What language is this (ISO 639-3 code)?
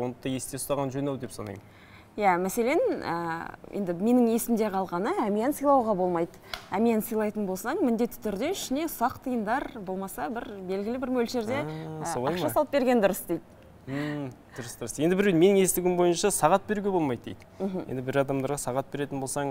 kaz